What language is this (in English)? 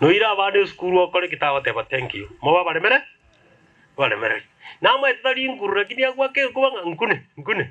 Gusii